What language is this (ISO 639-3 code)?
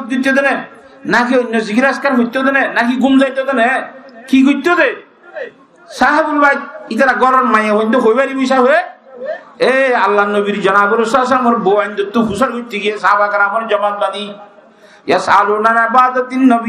rhg